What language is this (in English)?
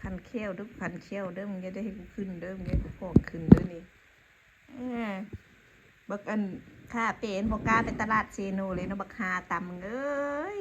Northeastern Thai